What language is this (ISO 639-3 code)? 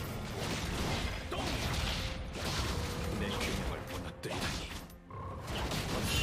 kor